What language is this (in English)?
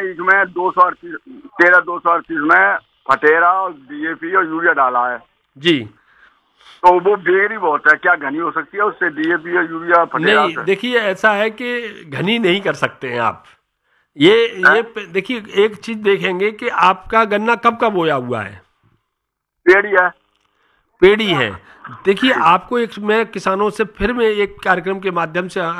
Hindi